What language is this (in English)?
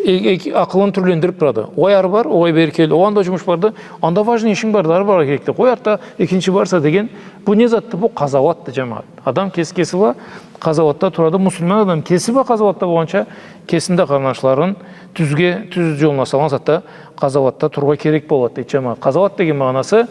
Karachay-Balkar